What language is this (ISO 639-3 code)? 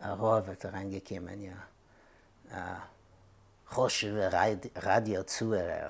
yid